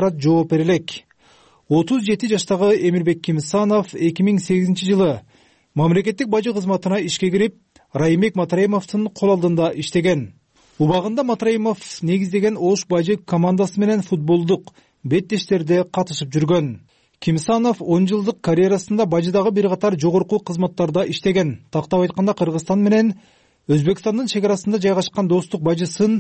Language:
Kyrgyz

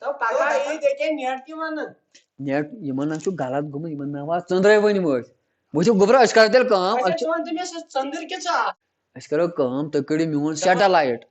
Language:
Kashmiri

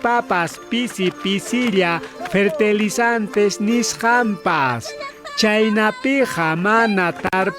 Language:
Ayacucho Quechua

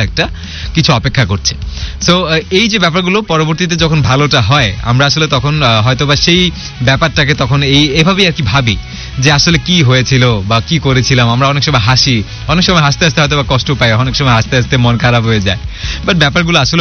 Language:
Bangla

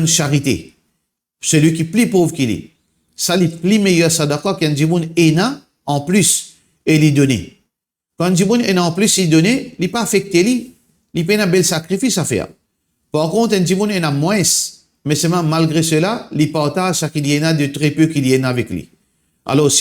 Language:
Morisyen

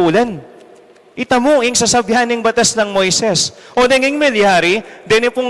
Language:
Pampanga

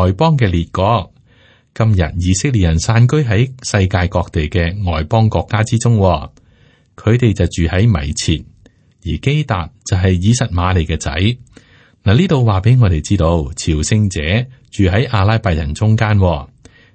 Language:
Cantonese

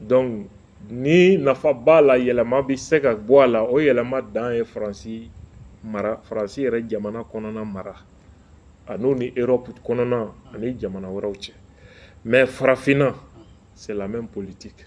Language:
Bambara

